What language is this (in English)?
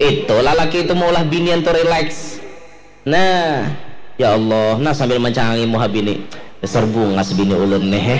Banjar